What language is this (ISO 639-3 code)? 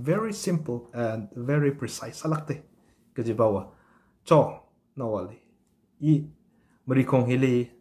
nmf